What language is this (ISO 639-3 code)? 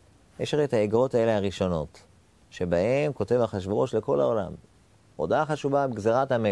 heb